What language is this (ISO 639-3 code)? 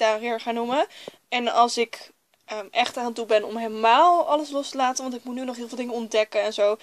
nld